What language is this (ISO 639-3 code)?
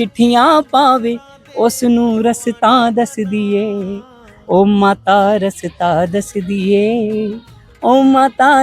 doi